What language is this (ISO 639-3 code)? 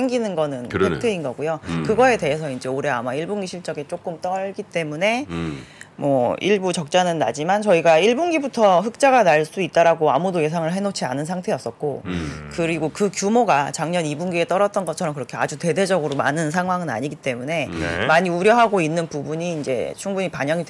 kor